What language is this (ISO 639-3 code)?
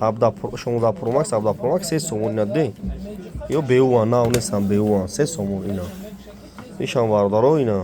tgk